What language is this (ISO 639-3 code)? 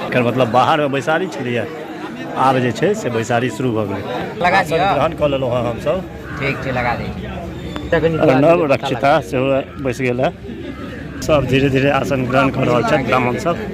mai